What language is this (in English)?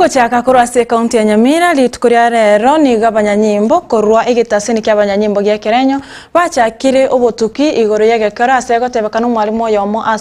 Gusii